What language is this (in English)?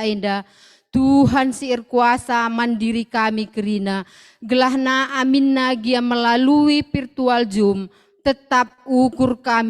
Batak Karo